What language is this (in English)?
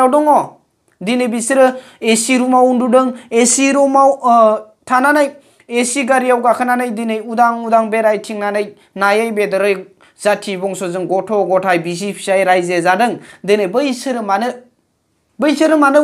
Bodo